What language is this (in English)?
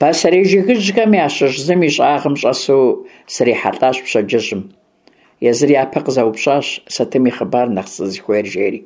Kabardian